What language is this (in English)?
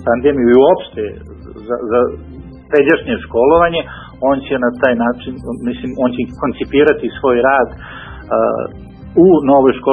Serbian